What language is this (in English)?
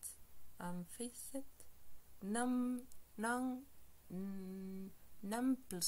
Esperanto